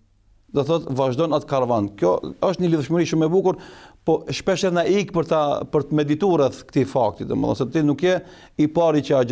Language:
Albanian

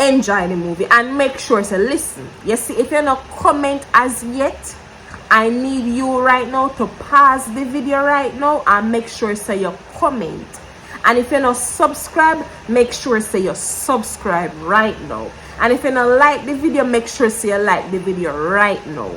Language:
Jamaican Creole English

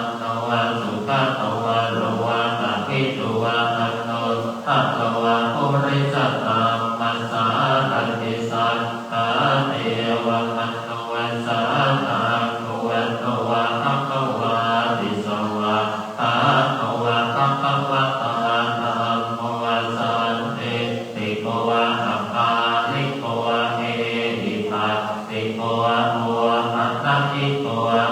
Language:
Pali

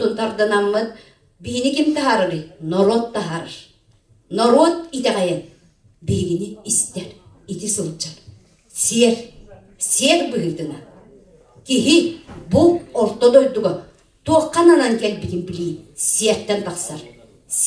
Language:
Yakut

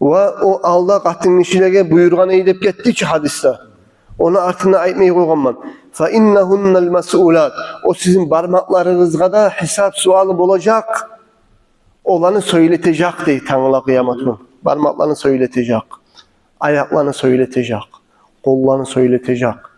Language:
Kumyk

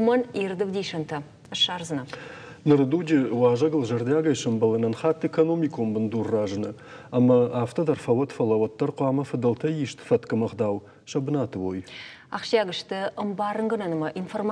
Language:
Ossetic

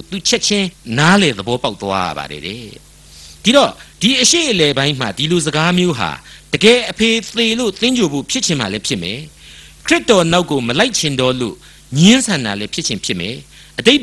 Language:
Burmese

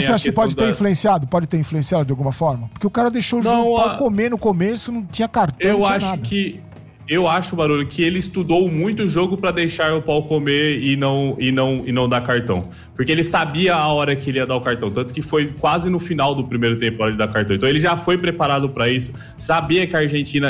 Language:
Portuguese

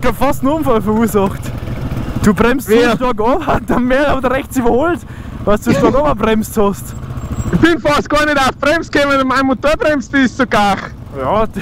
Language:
Bavarian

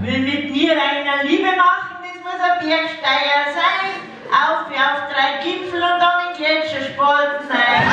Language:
Bavarian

